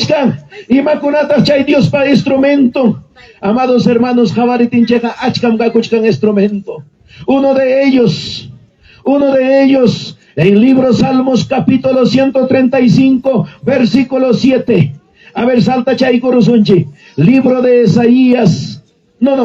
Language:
Ayacucho Quechua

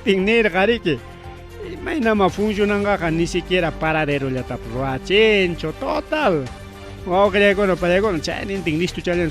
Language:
Ayacucho Quechua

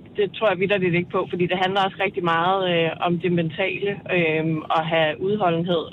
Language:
Danish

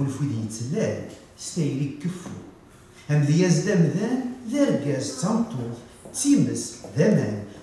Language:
Kabyle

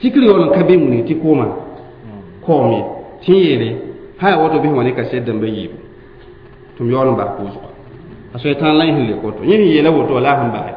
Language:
Mossi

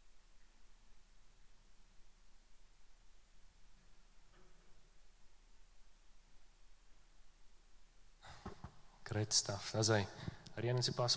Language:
Afrikaans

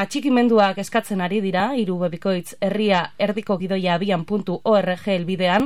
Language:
Basque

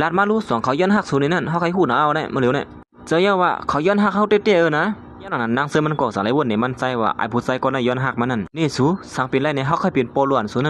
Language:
Shan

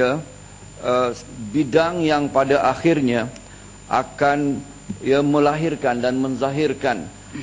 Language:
Malay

